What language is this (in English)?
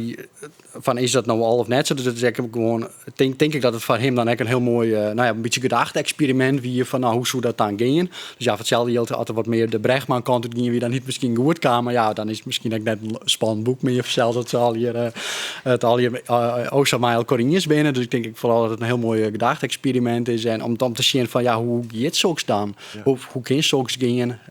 Western Frisian